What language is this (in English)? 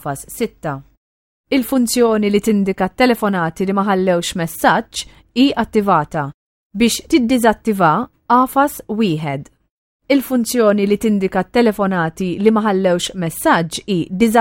Maltese